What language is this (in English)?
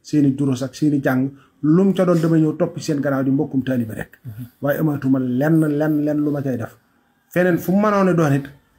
Wolof